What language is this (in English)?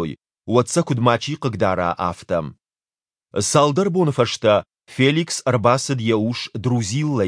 Ossetic